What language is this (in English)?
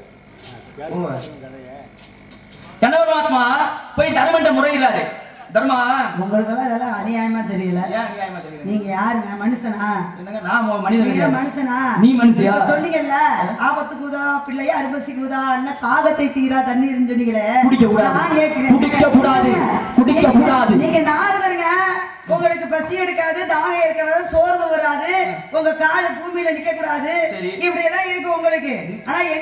Tamil